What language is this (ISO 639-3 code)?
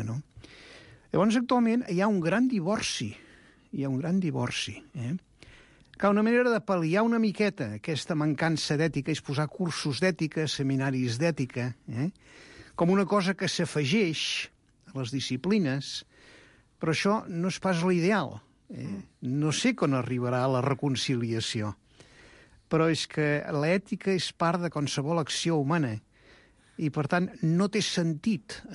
cat